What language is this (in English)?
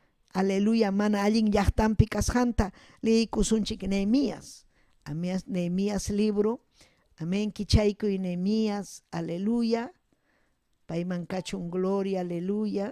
Ayacucho Quechua